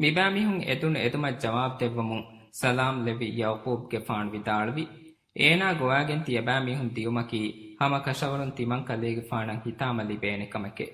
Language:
Divehi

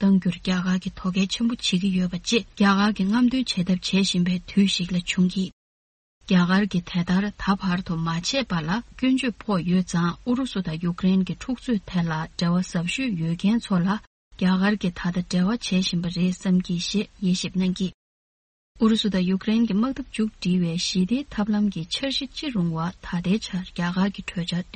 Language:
Tibetan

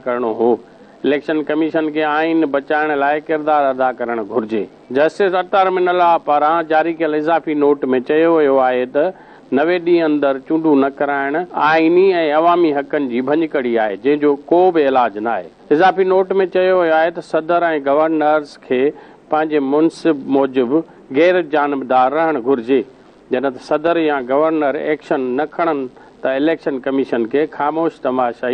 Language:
Sindhi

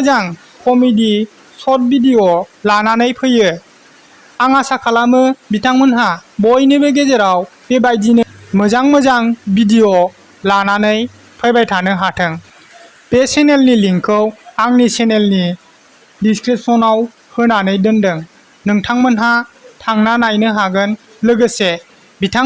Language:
Bodo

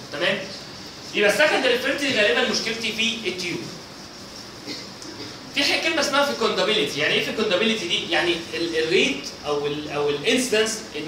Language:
Egyptian Arabic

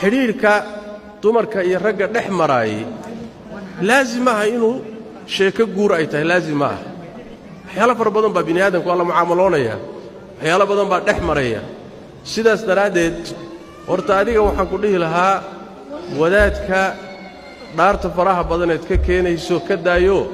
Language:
Somali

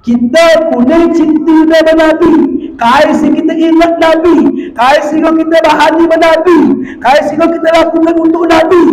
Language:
Batak Alas-Kluet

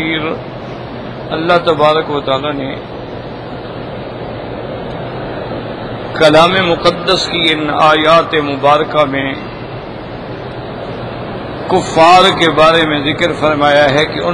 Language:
Urdu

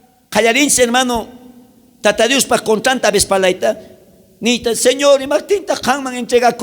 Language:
South Bolivian Quechua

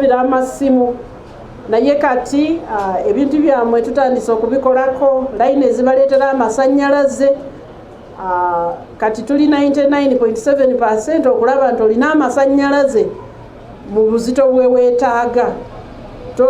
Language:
Ganda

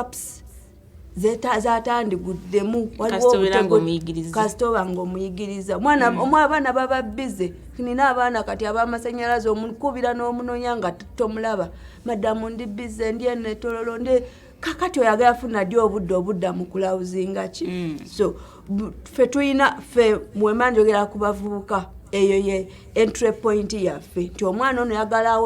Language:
Ganda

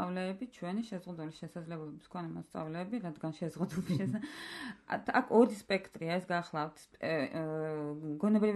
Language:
Georgian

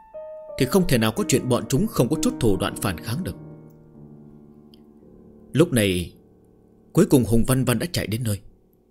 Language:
Vietnamese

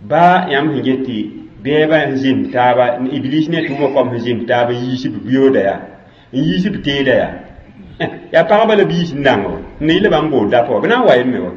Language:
Mossi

